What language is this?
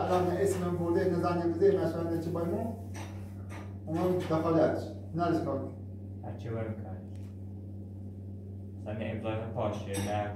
Persian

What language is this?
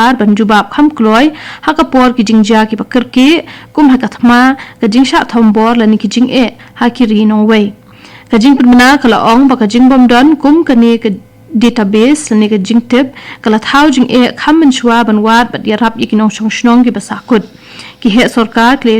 Khasi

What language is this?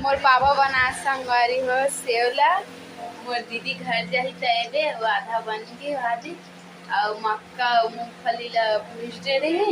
Chhattisgarhi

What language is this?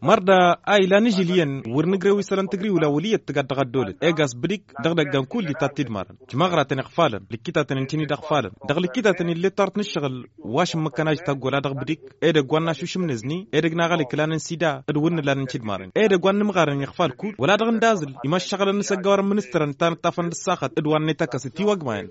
Tamasheq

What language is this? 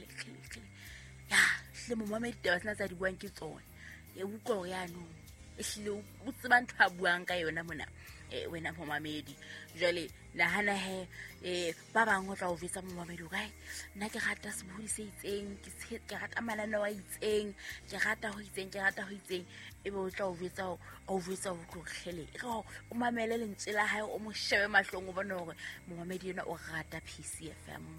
Southern Sotho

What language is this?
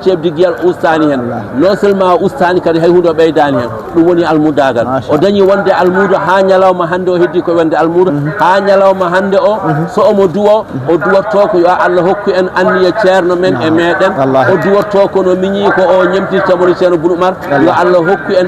Fula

